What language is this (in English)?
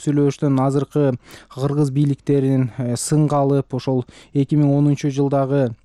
Kyrgyz